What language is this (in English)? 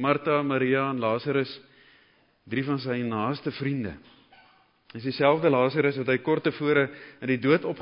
Afrikaans